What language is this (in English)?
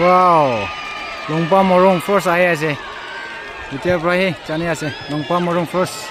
Naga Pidgin